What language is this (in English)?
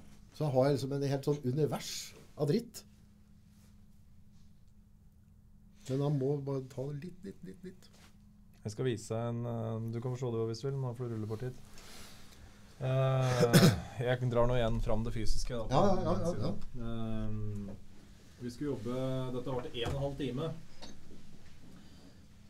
Norwegian